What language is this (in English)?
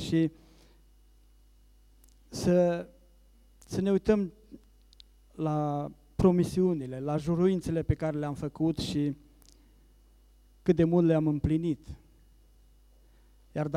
Romanian